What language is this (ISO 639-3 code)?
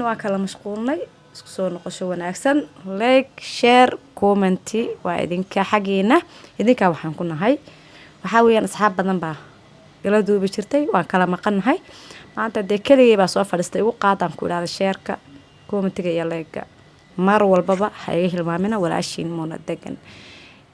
som